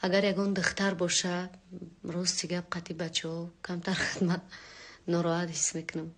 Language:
Tajik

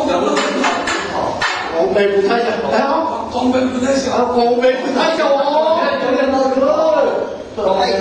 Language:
Chinese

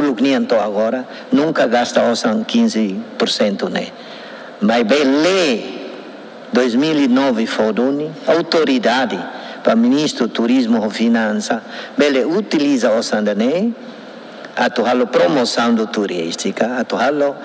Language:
Tetum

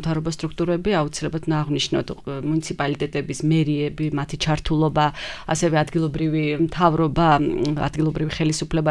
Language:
Georgian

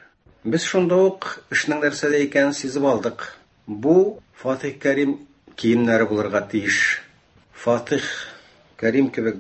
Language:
Tatar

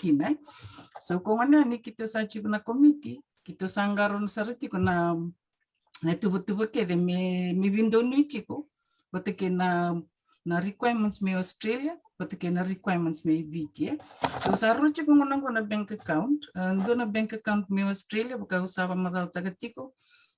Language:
Fijian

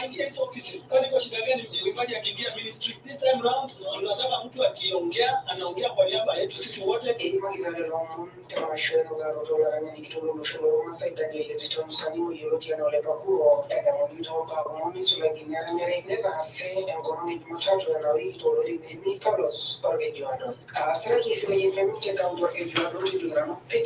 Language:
Masai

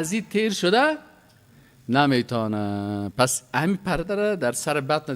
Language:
Persian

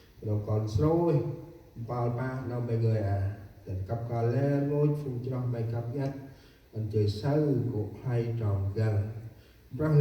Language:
Central Mnong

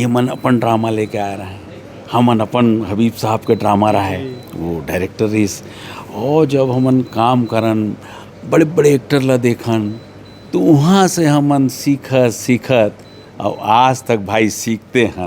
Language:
Chhattisgarhi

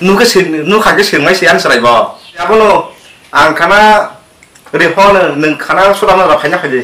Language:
Kok Borok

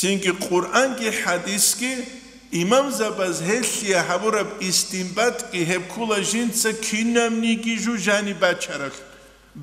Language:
Avaric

